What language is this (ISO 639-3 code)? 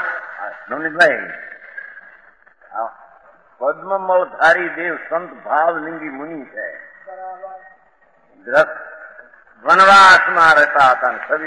guj